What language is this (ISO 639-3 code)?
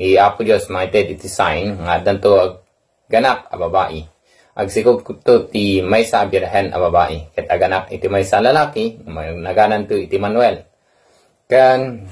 ilo